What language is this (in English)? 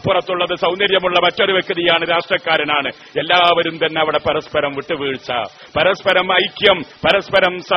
Malayalam